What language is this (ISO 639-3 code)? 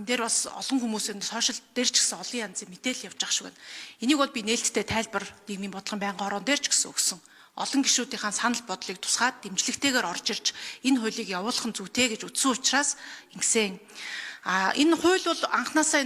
mon